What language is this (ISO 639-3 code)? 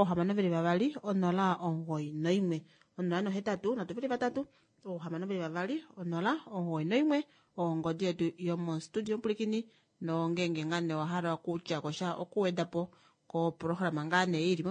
kua